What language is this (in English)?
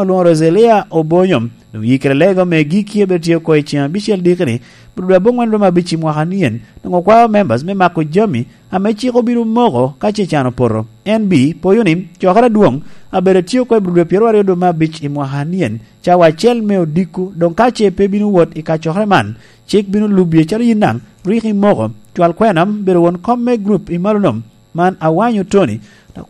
Lango (Uganda)